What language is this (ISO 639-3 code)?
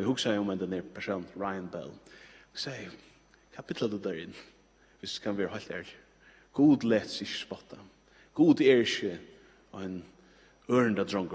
fao